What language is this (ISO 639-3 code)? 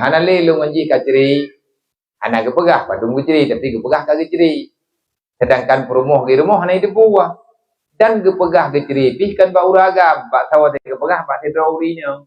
ace